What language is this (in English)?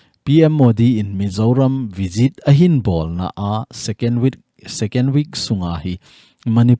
Thado Chin